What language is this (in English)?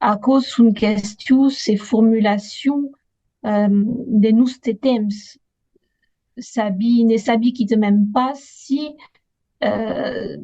Occitan